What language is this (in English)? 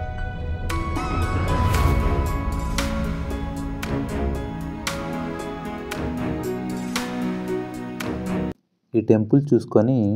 Telugu